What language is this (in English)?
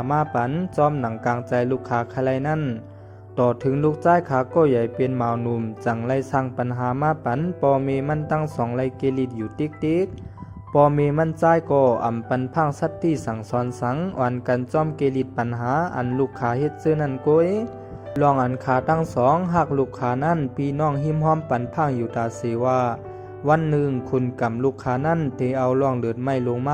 Shan